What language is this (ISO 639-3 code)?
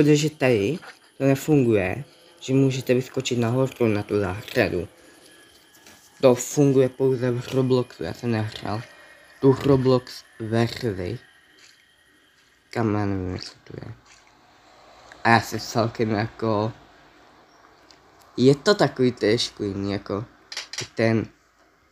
ces